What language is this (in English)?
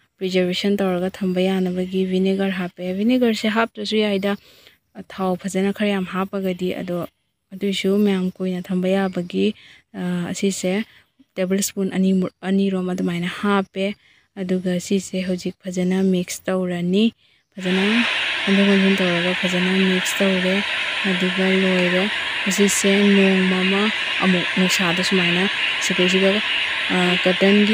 Manipuri